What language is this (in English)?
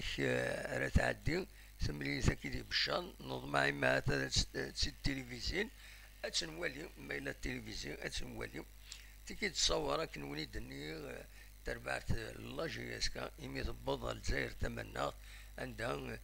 Kabyle